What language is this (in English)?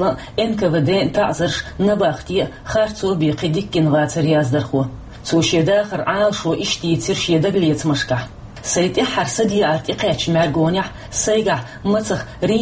Chechen